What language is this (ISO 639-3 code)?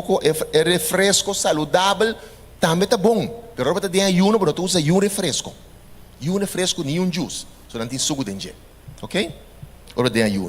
pap